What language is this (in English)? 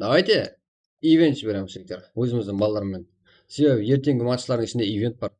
Kara-Kalpak